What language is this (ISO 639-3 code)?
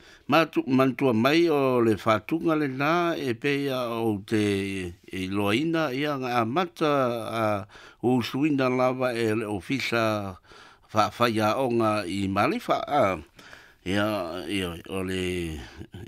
smo